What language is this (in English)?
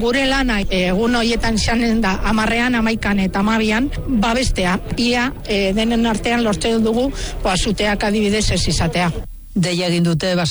Basque